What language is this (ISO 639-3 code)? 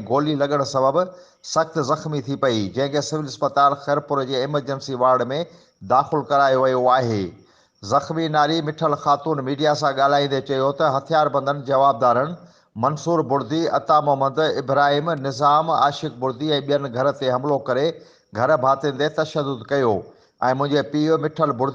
snd